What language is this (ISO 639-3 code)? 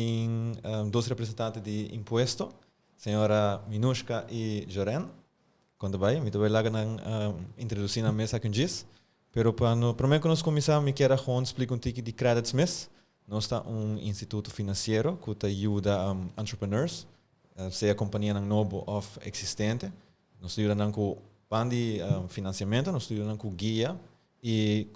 pap